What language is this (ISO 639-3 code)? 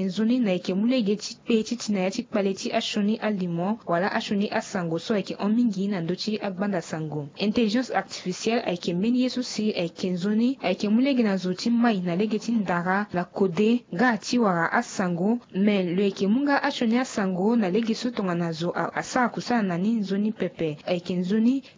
sag